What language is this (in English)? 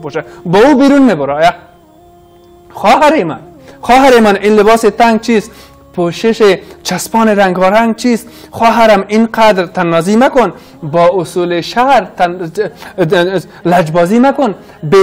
Persian